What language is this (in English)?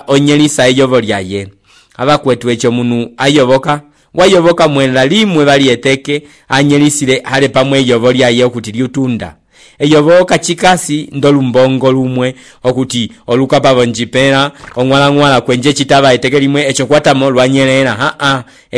Umbundu